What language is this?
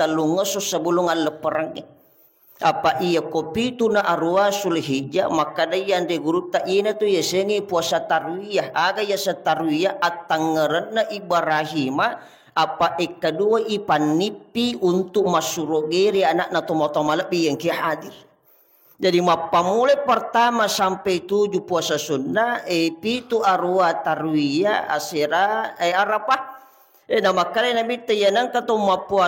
Buginese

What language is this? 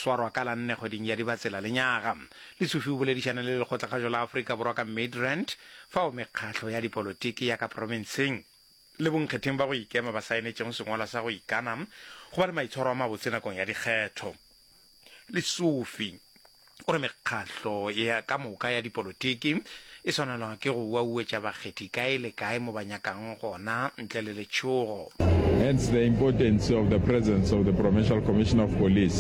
Northern Sotho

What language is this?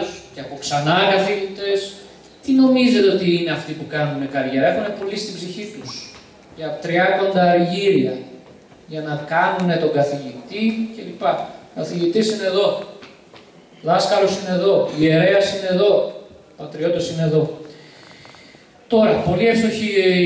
Greek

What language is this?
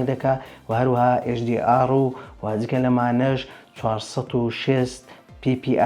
Central Kurdish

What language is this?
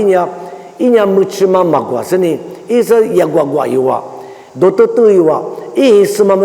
Lisu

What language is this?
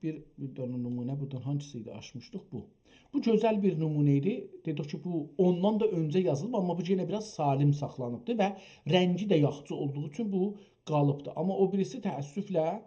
South Azerbaijani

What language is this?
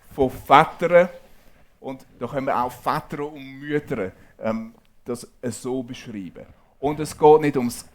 Swiss German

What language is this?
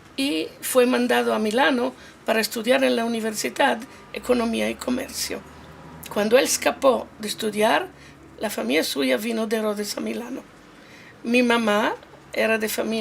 Ladino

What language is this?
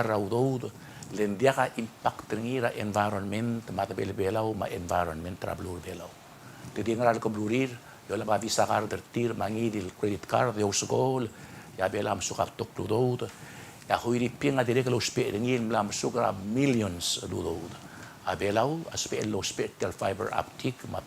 Palauan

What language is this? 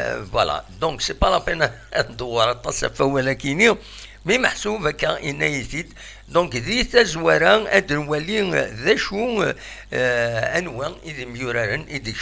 Kabyle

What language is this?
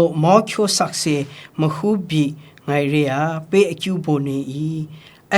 Kachin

